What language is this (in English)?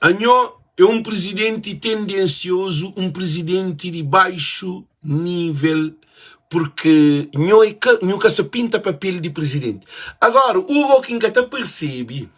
Kabuverdianu